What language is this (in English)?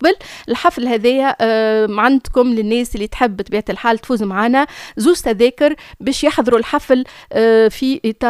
Tunisian Arabic